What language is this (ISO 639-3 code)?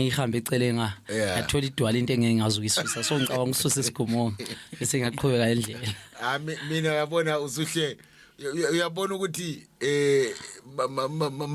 zul